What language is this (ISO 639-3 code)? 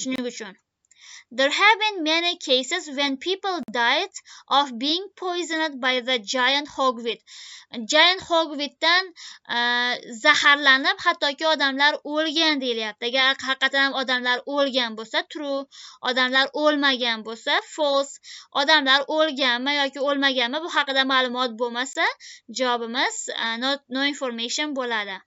uzb